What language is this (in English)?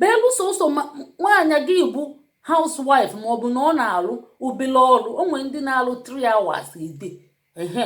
Igbo